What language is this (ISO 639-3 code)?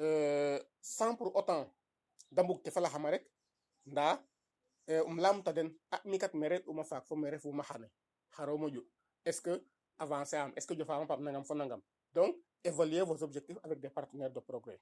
srr